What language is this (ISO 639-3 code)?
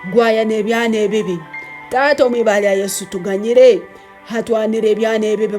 ttj